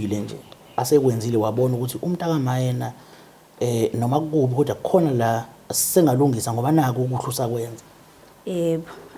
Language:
Zulu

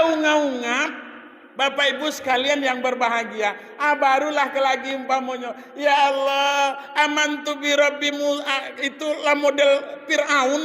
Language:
Minangkabau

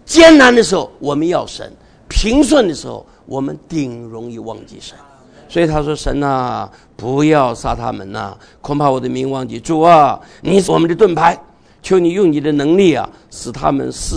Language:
Chinese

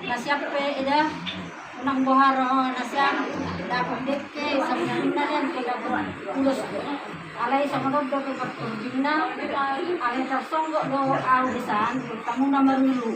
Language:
Batak Toba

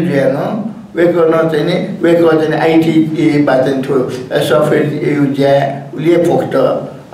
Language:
Newari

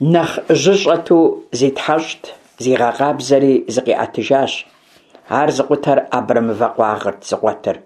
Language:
Kabardian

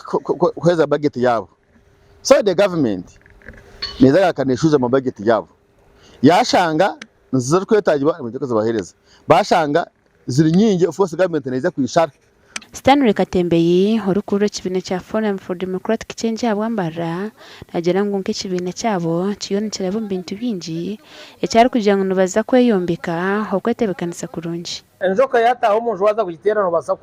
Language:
Nyankole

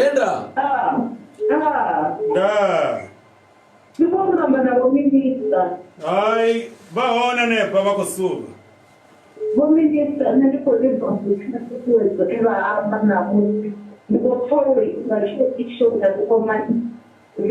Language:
Venda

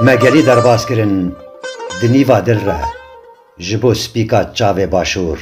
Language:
Kurdish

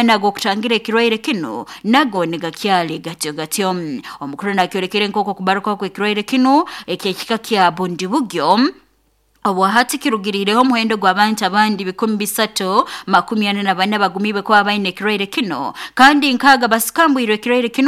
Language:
Nyoro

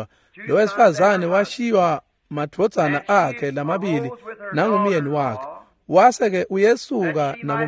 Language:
Swati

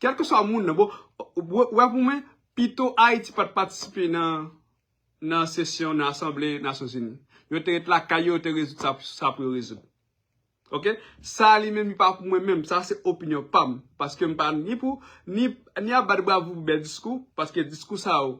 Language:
Haitian Creole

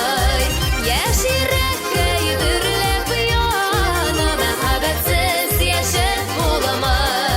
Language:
Tatar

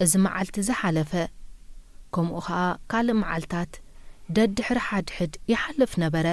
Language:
Tigrinya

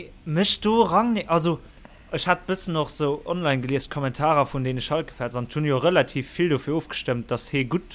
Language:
Luxembourgish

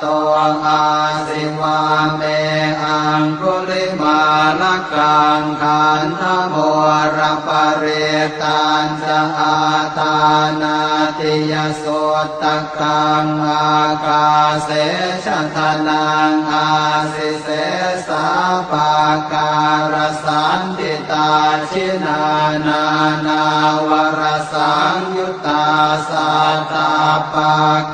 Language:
Pali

